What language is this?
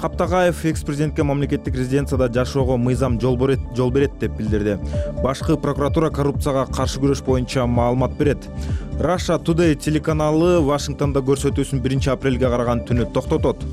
Kyrgyz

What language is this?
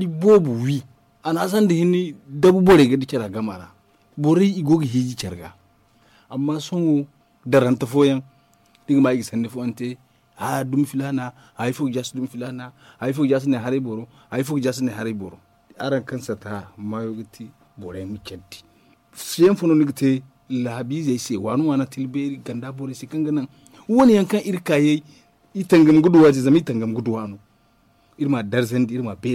Zarma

